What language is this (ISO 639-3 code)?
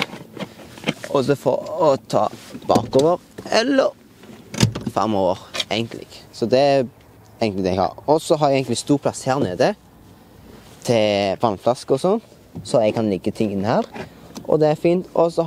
nor